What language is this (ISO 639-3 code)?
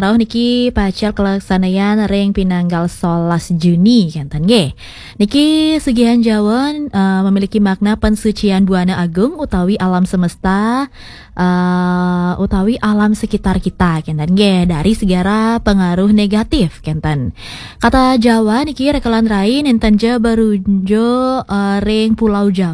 ban